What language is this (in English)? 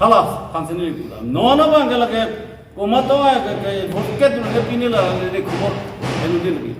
Karbi